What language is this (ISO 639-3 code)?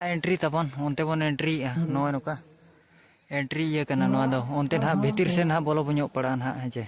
sat